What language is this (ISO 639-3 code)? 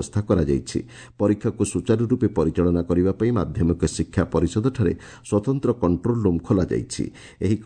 ori